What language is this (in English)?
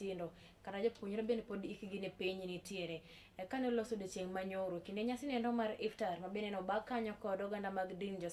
Luo (Kenya and Tanzania)